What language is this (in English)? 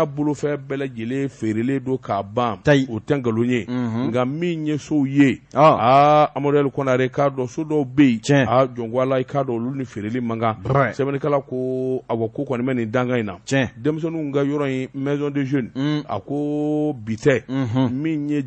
Bambara